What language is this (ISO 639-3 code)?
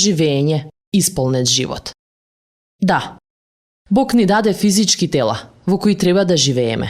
mkd